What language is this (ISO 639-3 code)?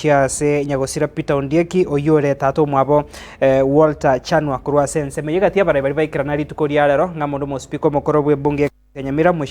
guz